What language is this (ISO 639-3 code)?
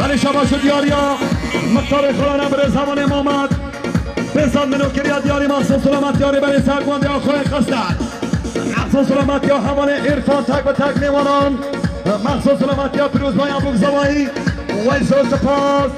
kur